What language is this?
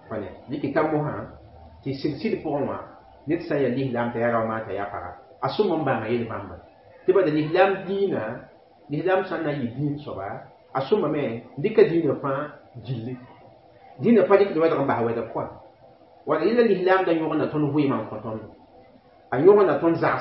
Mossi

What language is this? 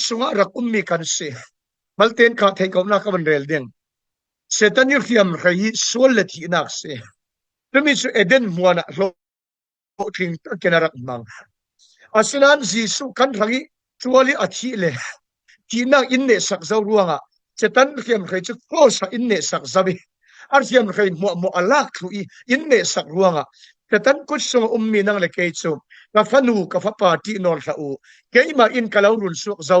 Falam Chin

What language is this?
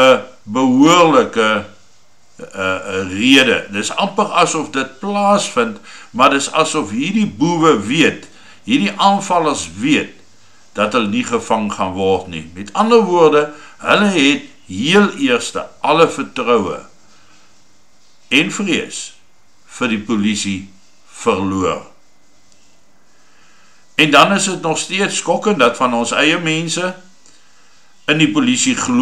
Afrikaans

